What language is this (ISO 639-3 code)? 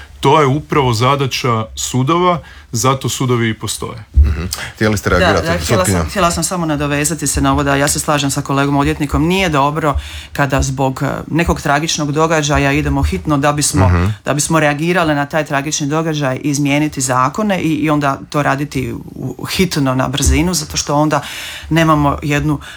hrv